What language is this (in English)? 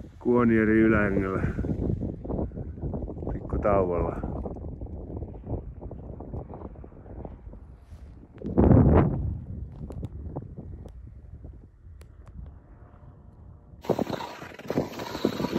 Finnish